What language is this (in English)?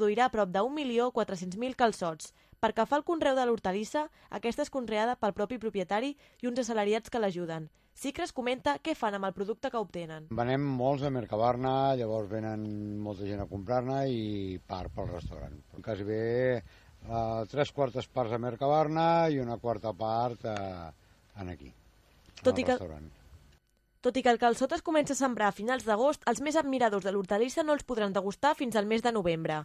Catalan